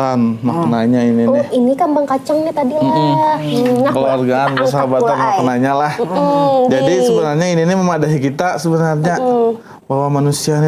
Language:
Banjar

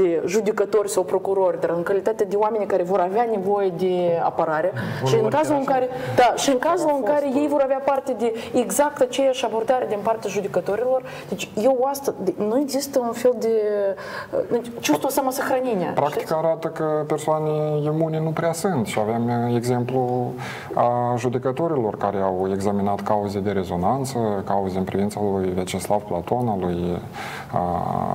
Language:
Romanian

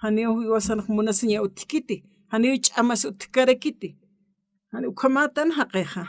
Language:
Aymara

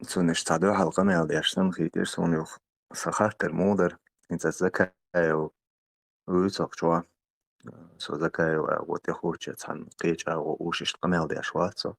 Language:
Chechen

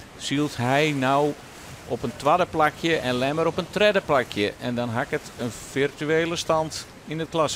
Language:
Western Frisian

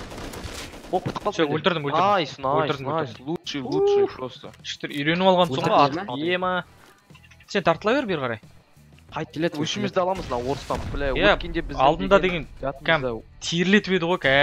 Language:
Kazakh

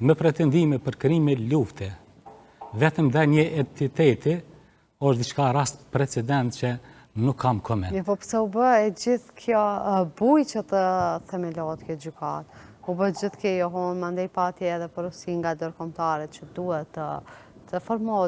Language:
Albanian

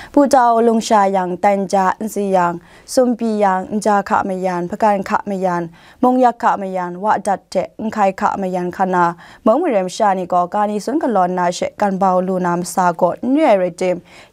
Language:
Kachin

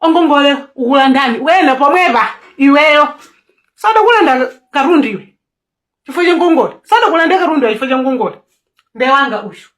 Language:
Nyanja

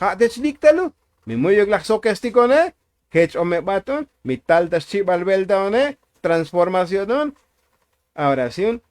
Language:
Tzotzil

